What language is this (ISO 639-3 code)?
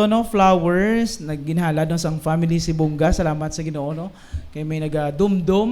hil